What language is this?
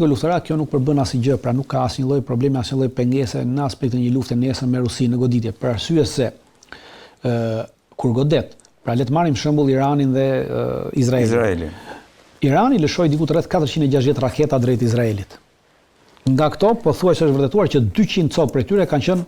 Albanian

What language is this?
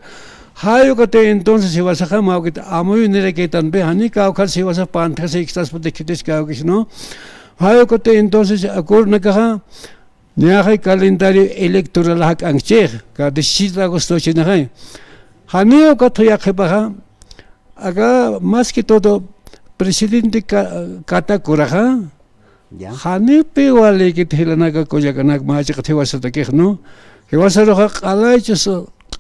Aymara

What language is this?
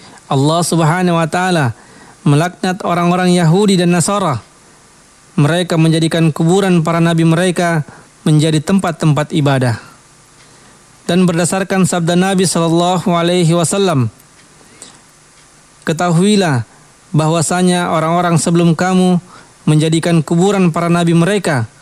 Indonesian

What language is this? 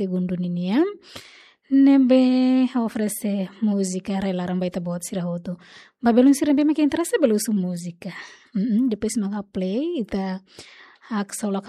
Tetum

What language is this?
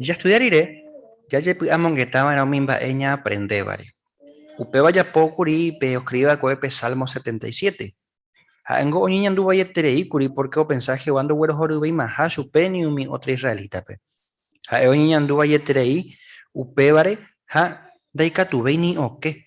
Guarani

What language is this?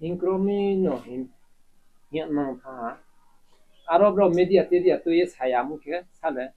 Riang (India)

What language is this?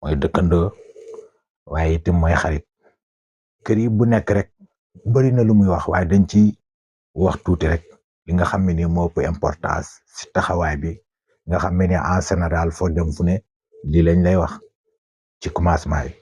Wolof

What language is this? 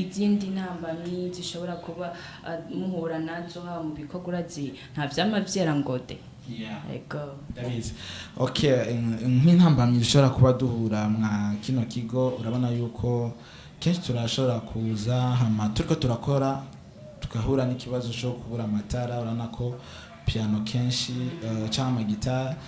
Rundi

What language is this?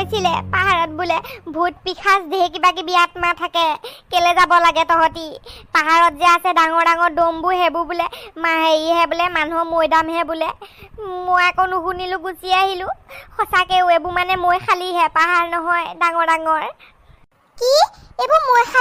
Assamese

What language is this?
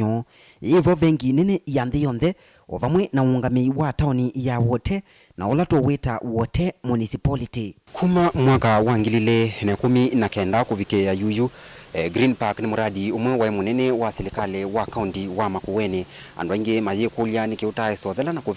Kamba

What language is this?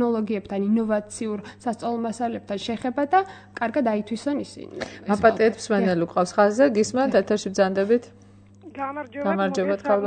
Georgian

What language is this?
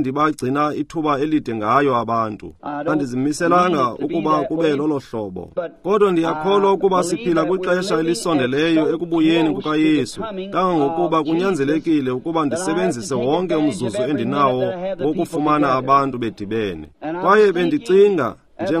Xhosa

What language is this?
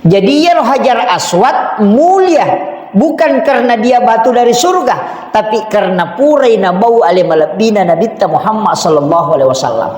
Buginese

